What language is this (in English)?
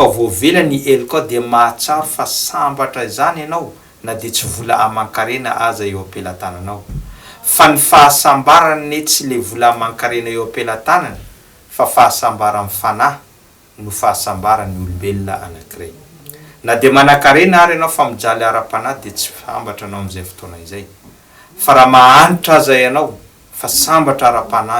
Malagasy